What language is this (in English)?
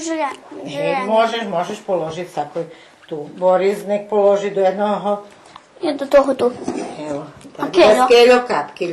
Rusyn